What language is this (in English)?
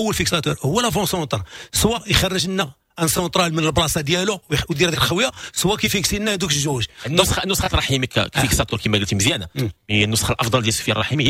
Moroccan Arabic